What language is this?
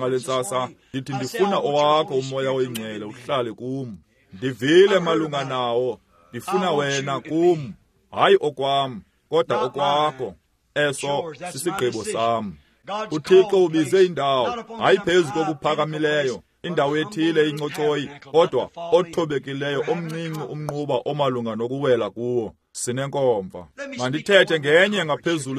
Xhosa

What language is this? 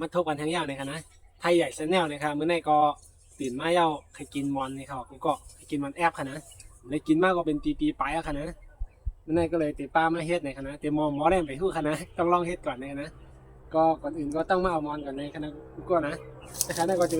Shan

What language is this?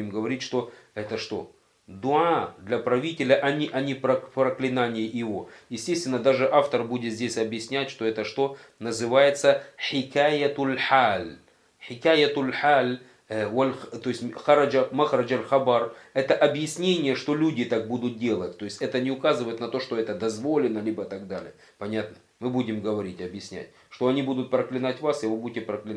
Russian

